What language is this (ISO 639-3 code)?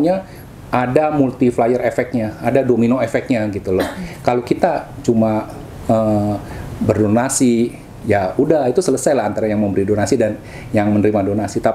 ind